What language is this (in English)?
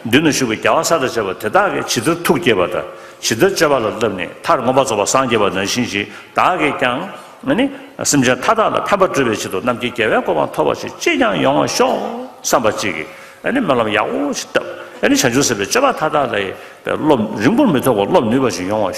Tibetan